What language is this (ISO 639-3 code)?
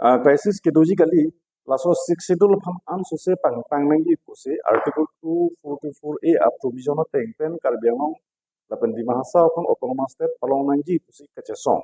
mjw